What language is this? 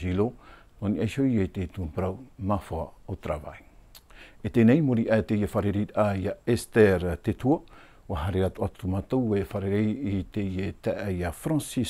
Tahitian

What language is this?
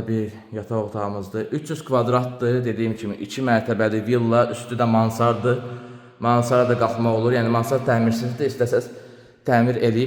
Azerbaijani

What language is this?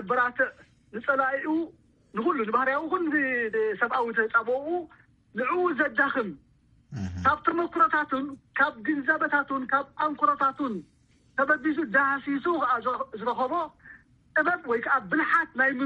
Tigrinya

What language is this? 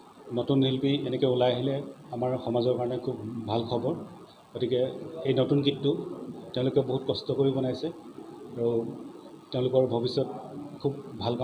Assamese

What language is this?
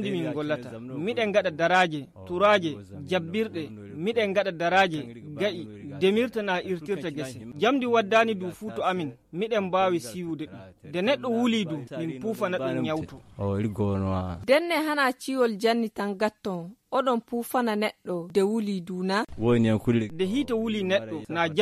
Nigerian Fulfulde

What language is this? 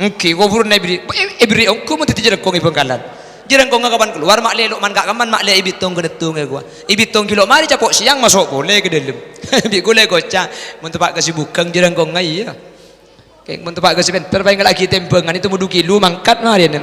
Madurese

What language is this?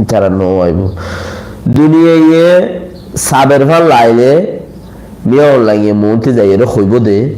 Rohingya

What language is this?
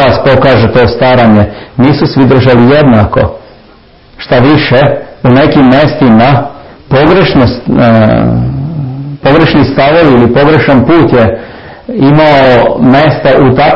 Serbian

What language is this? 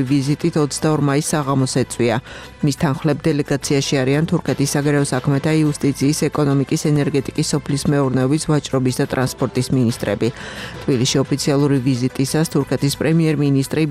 Georgian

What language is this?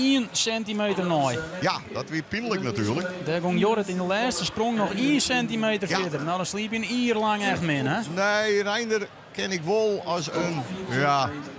Western Frisian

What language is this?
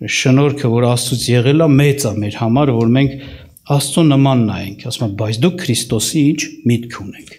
Armenian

